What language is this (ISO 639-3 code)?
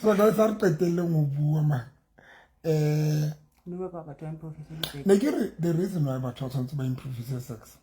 sot